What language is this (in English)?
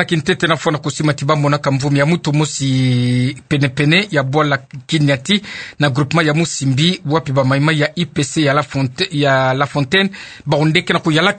Kituba (Democratic Republic of Congo)